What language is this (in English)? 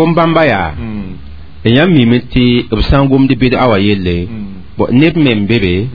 Mossi